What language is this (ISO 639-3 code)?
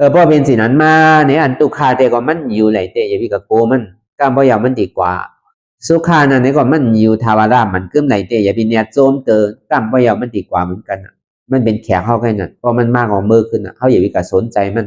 shn